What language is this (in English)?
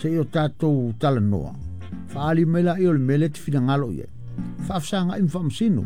Samoan